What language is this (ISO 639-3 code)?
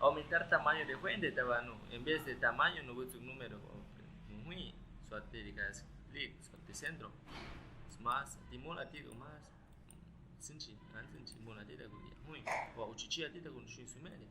agr